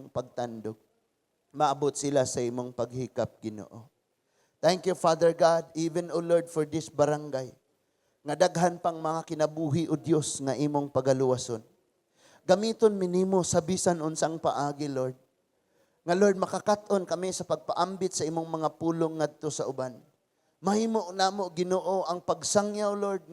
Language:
Cebuano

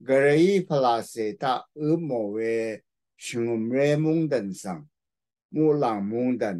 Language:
Rawang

